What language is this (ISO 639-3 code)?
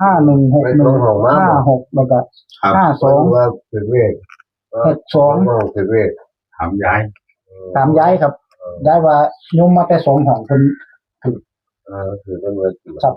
tts